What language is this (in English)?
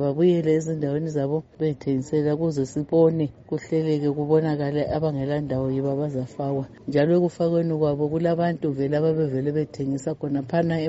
North Ndebele